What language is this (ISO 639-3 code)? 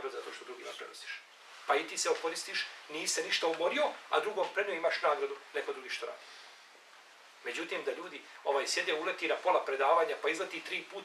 bos